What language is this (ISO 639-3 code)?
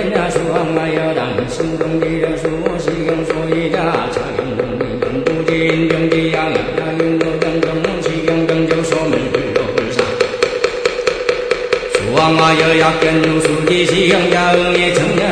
kor